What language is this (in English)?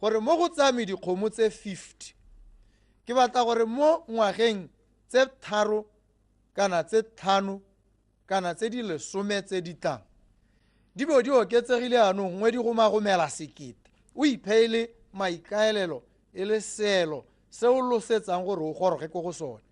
Tswana